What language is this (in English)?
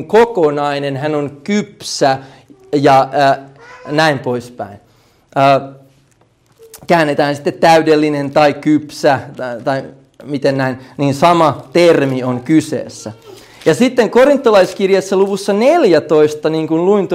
Finnish